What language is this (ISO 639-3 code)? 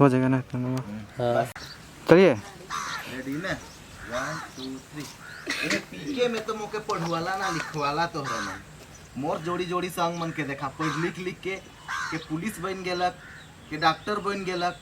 sck